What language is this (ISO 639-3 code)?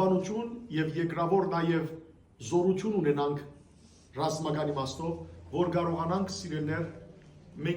hyw